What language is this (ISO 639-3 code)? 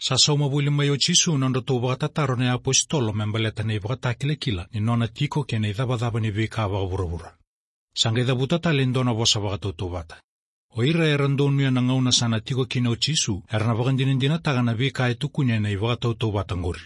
fij